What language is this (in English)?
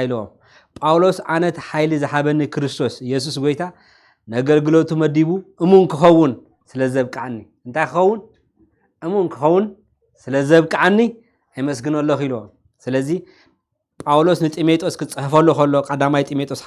Tigrinya